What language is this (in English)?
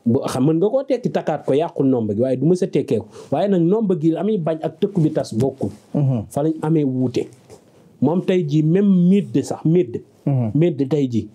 Wolof